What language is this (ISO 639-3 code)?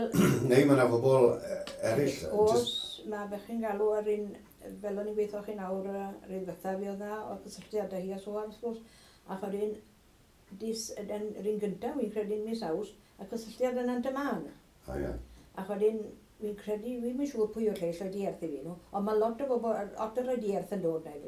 cym